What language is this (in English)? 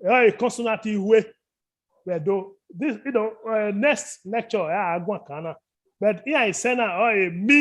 Bini